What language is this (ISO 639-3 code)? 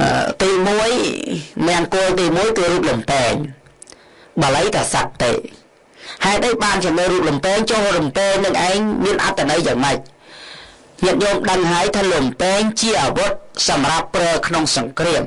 khm